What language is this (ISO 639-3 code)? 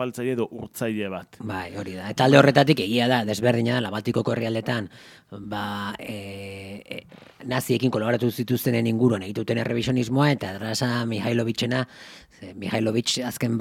eus